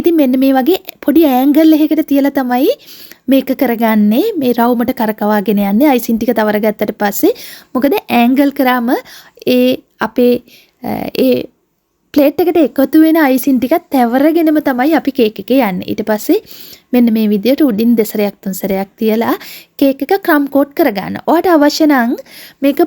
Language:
Sinhala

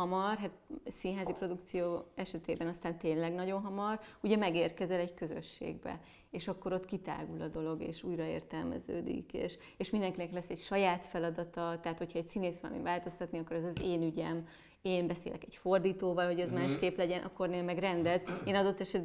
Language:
Hungarian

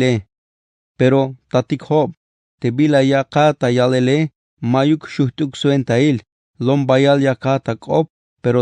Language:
Tzeltal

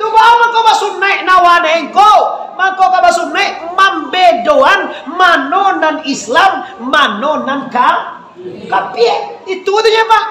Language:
Minangkabau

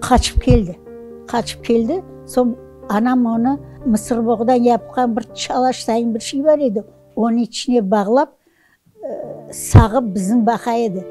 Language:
Crimean Tatar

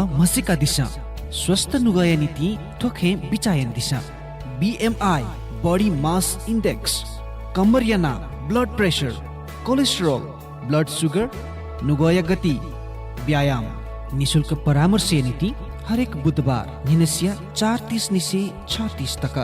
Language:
Newari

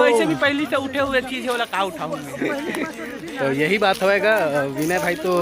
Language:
Chhattisgarhi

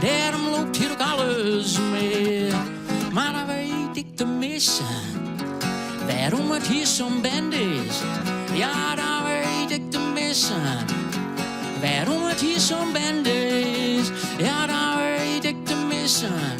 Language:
Western Frisian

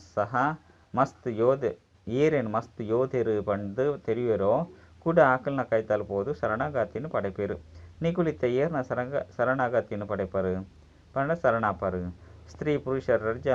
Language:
Tulu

